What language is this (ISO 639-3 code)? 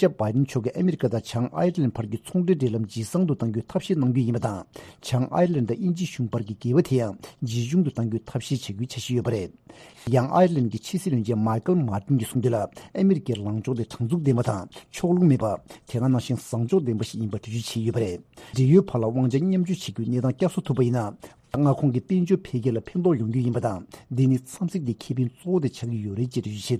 bod